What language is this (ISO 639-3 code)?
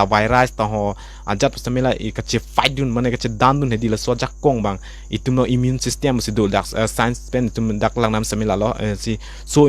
mjw